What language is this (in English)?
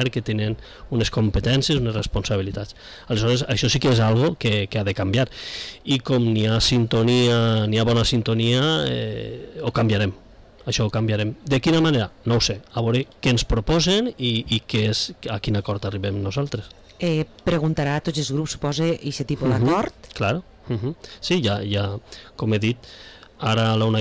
Catalan